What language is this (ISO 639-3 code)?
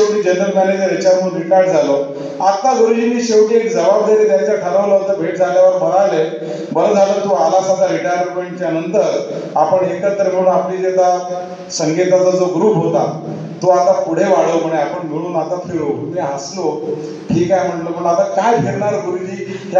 mar